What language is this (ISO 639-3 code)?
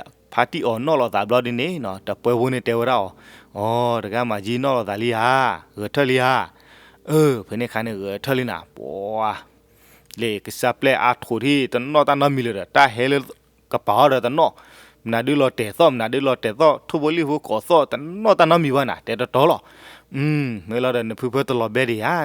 ksw